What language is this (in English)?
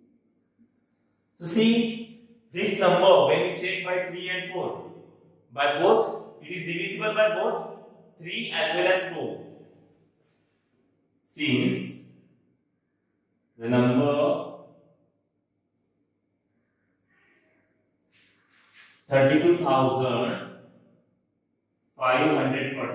English